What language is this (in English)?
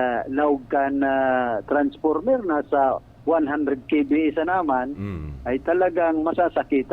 Bikol